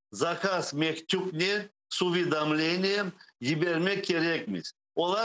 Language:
Crimean Tatar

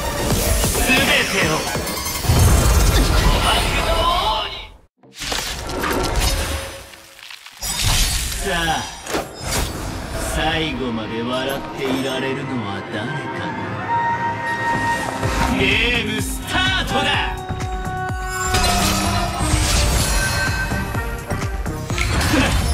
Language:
Japanese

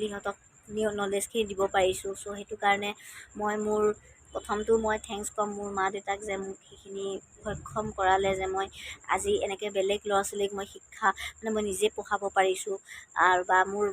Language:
Assamese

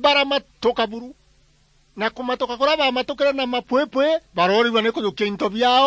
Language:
Meru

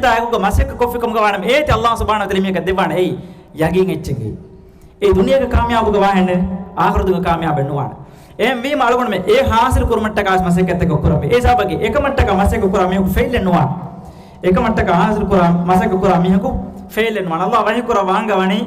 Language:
Divehi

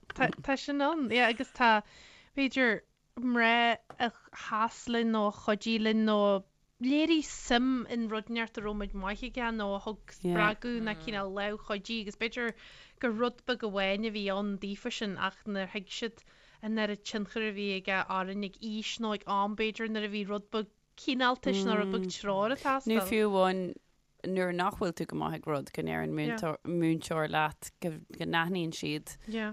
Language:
Irish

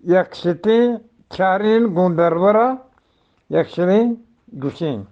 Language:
Eastern Balochi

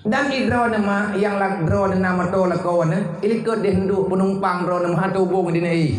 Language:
Achinese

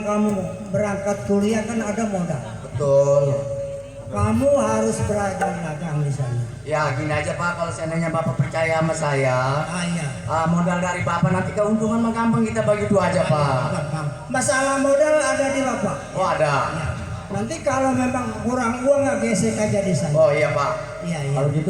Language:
Betawi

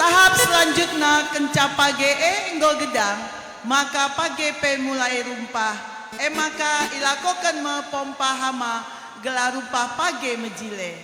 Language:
Batak Karo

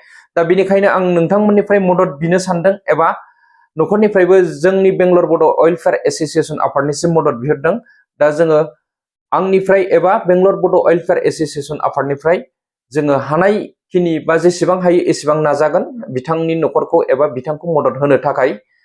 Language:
Bodo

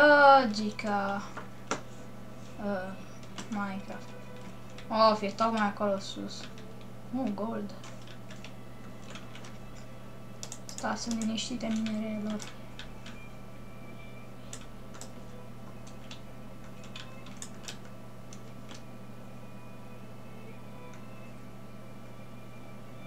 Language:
Romanian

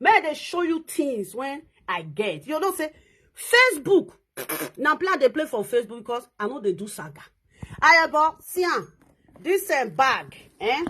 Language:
Nigerian Pidgin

